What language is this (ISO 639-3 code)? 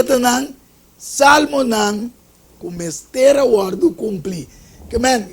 pap